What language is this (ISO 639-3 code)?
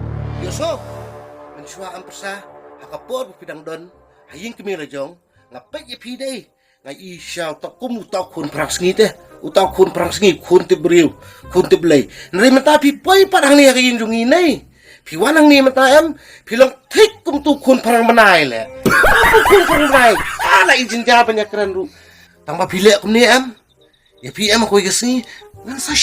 kha